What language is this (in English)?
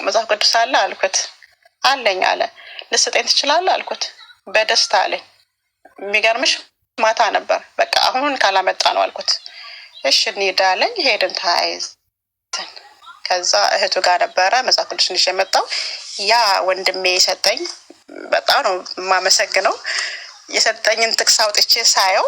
Amharic